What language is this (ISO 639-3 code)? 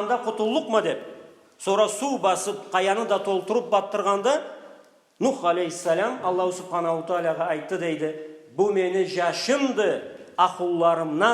krc